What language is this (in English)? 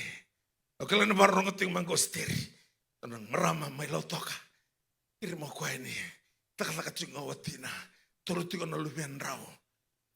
Fijian